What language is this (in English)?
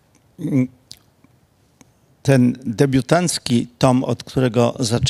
Polish